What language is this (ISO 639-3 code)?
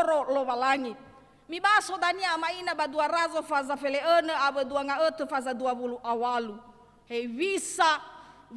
nia